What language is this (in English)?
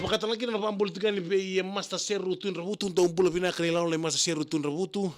Fijian